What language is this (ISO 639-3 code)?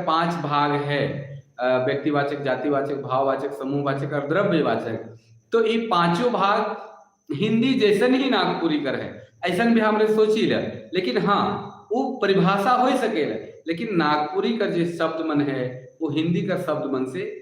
sck